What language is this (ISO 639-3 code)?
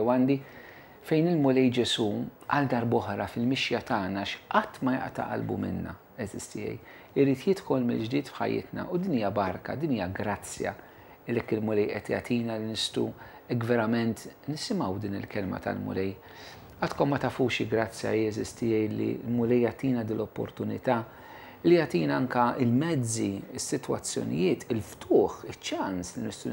mlt